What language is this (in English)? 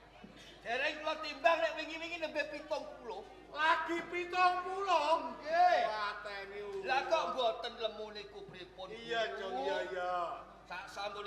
Javanese